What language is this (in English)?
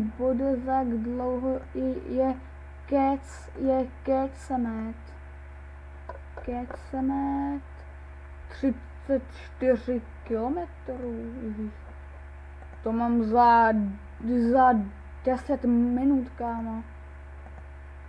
Czech